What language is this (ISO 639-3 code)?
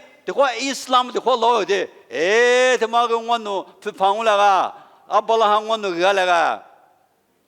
lis